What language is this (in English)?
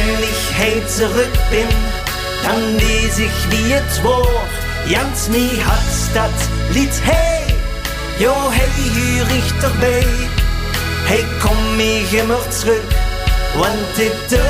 Limburgish